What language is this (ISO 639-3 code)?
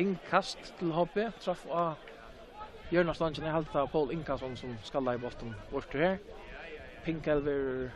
fao